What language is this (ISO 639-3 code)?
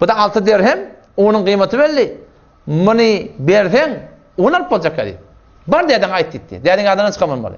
tuk